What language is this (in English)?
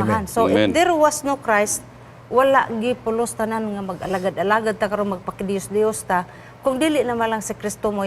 Cebuano